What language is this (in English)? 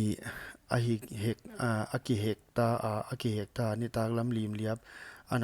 Paite Chin